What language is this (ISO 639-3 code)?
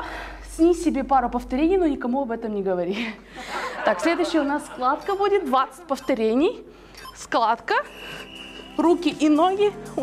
rus